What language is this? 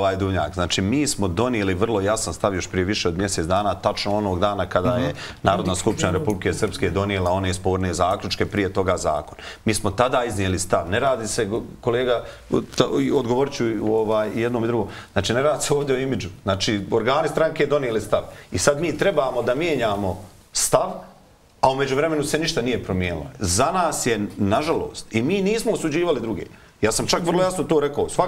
Bosnian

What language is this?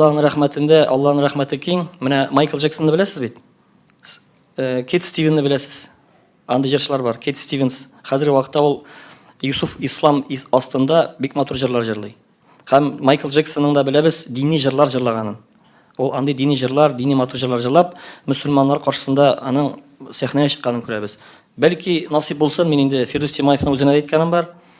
Tatar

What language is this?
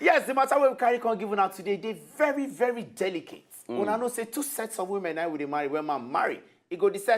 Nigerian Pidgin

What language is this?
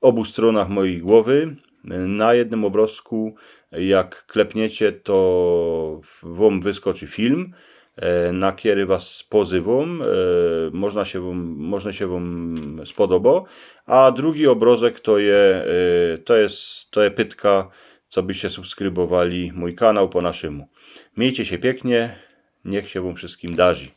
Silesian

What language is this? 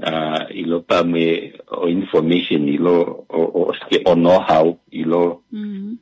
Kuanyama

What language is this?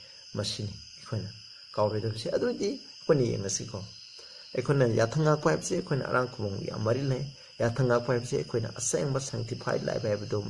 Manipuri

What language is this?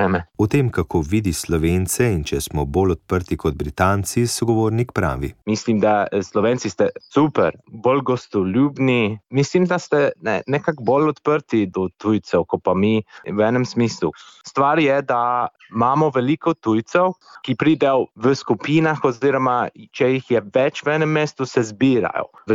Slovenian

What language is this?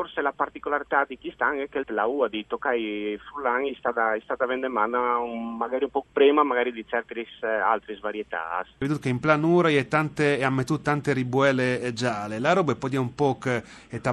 Friulian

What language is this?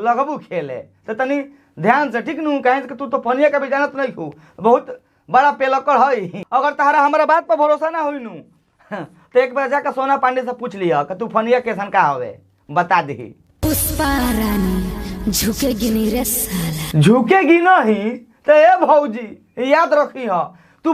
Bhojpuri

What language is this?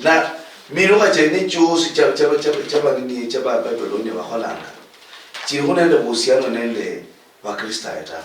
Luyia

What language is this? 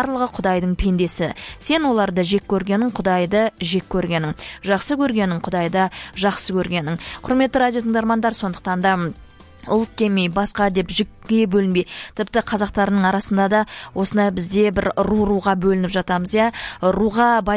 Kazakh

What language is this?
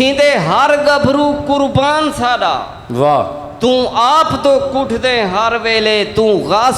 Saraiki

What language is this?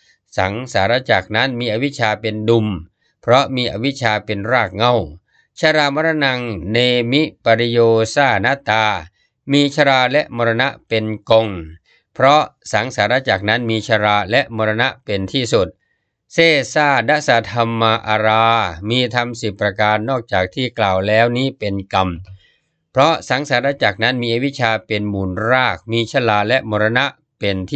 Thai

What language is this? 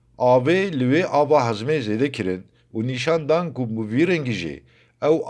Kurdish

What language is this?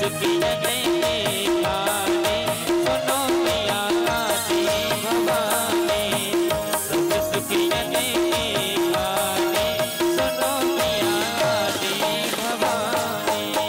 Bhojpuri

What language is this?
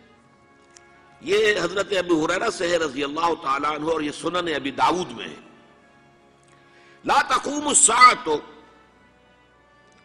Urdu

